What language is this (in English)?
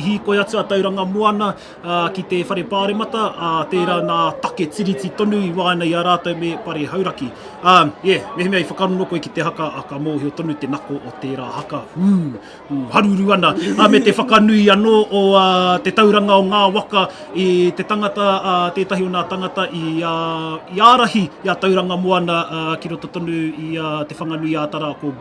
Māori